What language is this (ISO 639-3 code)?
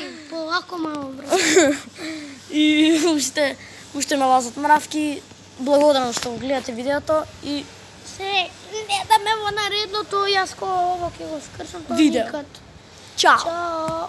mkd